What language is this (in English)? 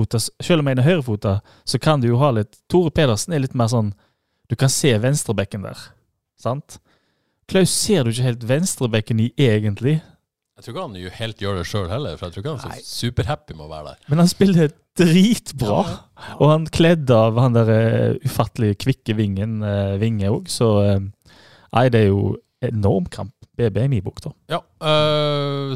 Norwegian